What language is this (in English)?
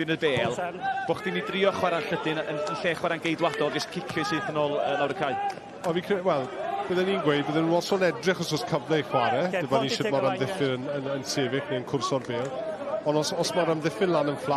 Welsh